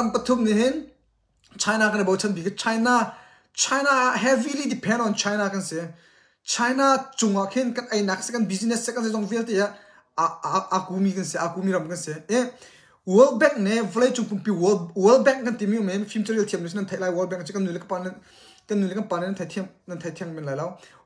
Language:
Hakha Chin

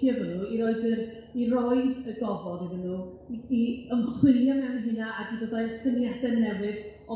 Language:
Welsh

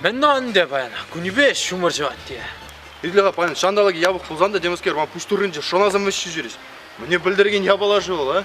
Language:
Chuvash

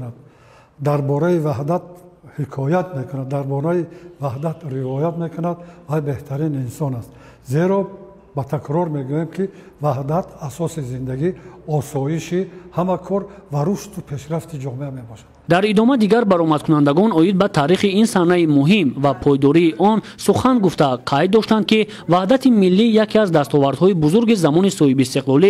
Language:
Tajik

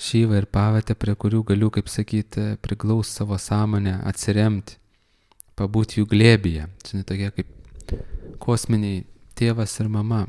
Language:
Lithuanian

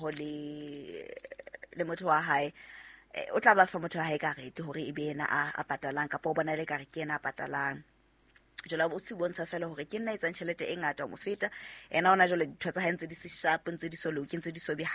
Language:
Southern Sotho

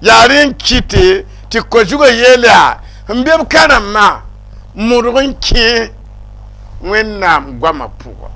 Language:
Mossi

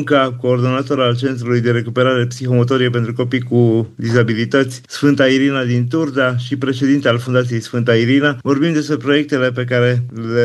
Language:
Romanian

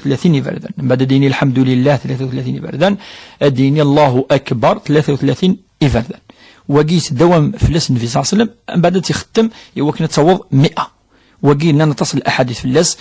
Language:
Kabyle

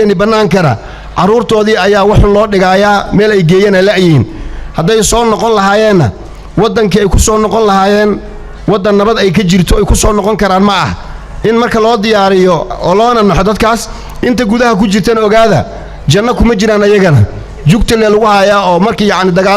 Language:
Somali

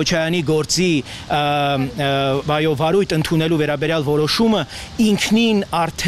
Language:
Armenian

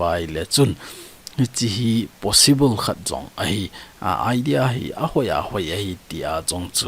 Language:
Thado Chin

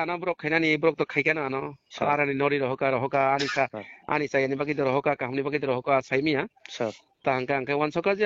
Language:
Kok Borok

